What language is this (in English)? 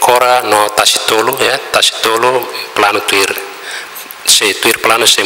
Tetum